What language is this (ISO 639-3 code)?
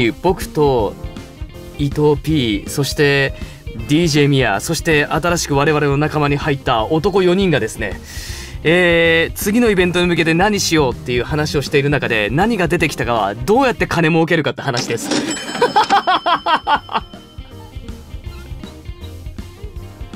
jpn